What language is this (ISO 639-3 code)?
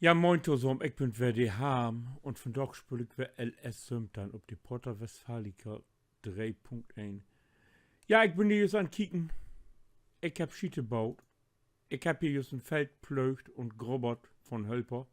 nds